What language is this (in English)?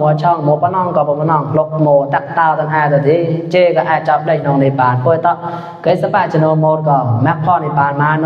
Mon